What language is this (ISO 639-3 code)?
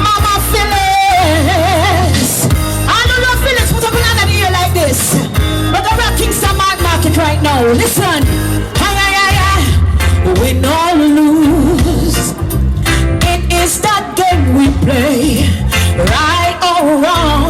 jam